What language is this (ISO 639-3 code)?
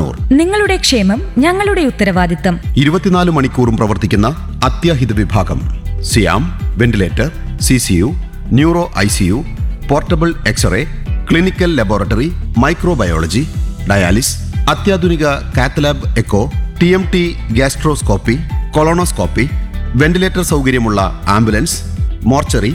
mal